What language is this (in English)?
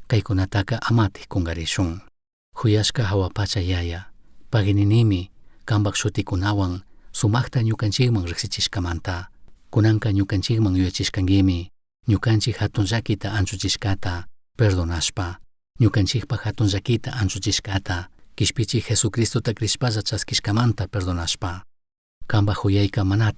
Chimborazo Highland Quichua